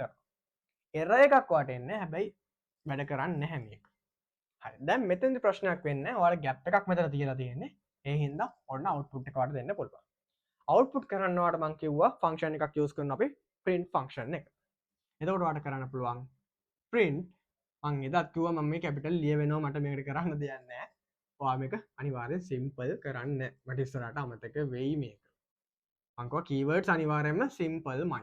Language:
Sinhala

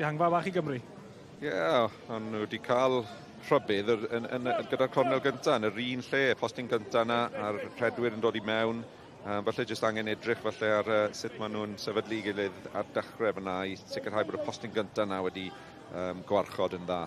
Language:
Welsh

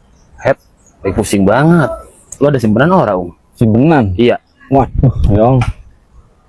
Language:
Betawi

